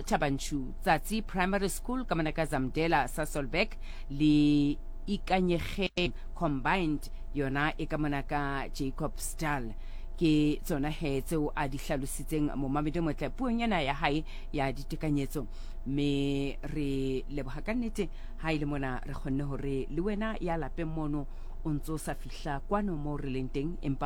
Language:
Southern Sotho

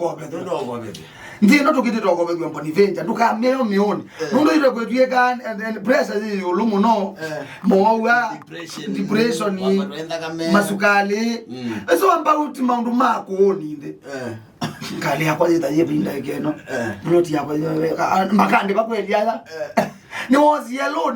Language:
Kamba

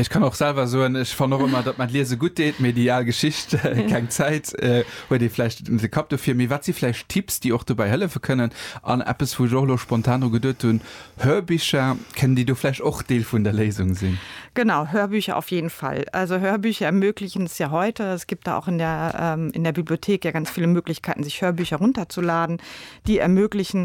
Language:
Luxembourgish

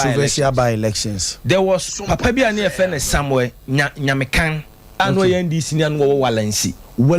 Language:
Akan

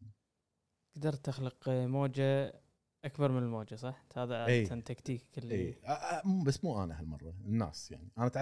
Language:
Gulf Arabic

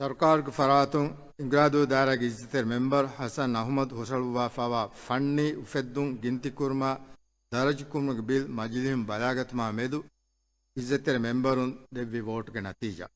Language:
Divehi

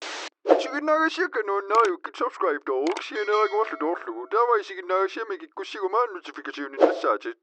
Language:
Kalaallisut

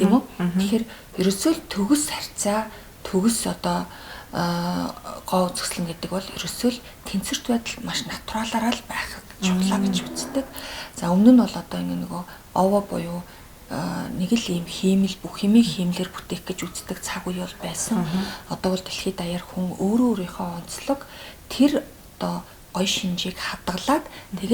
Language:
Mongolian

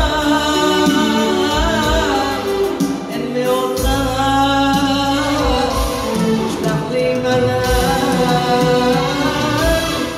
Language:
Hebrew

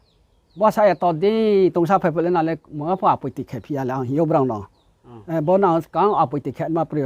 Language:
Riang (India)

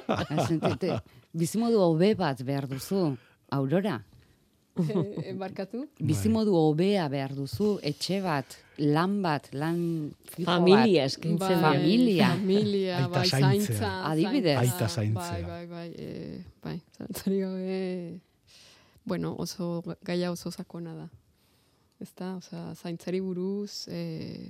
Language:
Basque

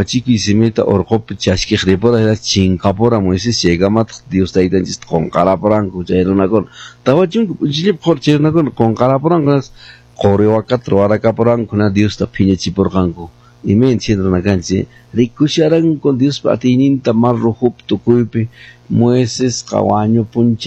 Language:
Quechua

